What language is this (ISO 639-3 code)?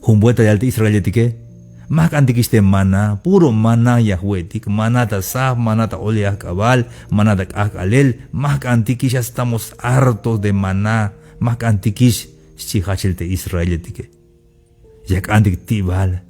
tzh